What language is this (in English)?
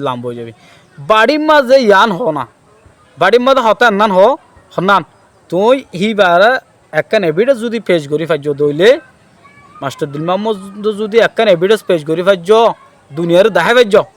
Rohingya